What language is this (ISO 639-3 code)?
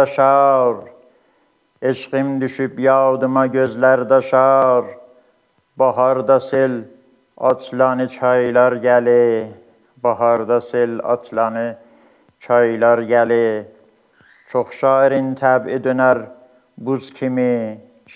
azb